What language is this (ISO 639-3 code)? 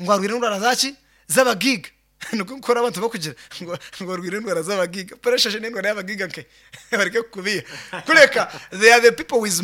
nyn